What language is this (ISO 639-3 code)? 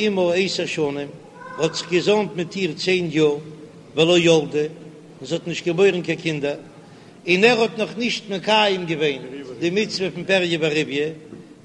yid